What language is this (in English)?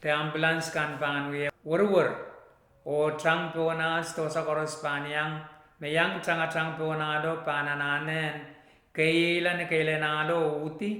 Pohnpeian